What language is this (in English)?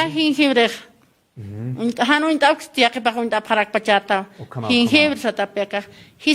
Aymara